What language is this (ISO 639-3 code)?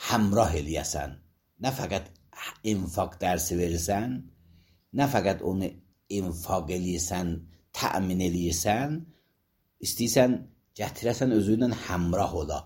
aze